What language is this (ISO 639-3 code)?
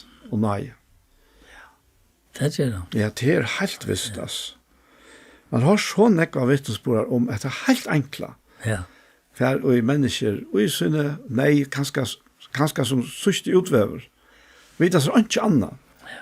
fao